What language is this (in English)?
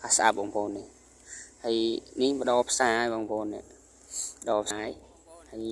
Khmer